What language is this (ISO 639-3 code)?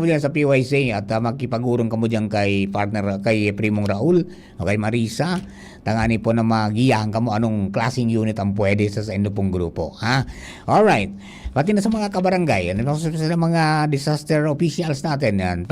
bik